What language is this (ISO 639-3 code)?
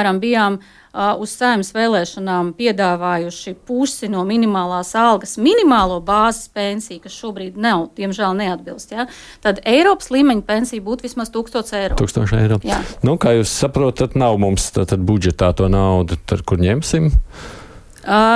lav